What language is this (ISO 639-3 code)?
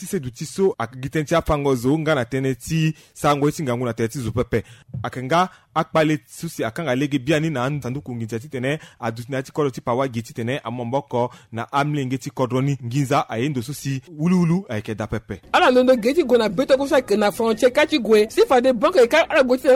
sag